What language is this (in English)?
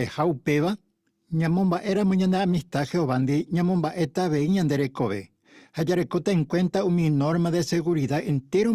Guarani